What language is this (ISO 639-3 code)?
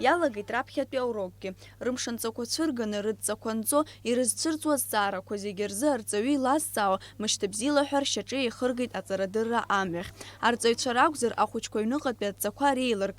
abk